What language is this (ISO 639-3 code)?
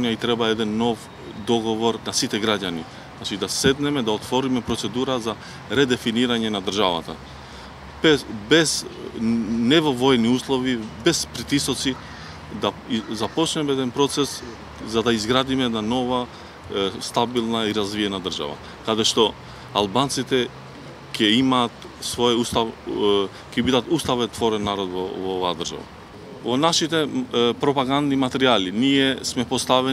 mkd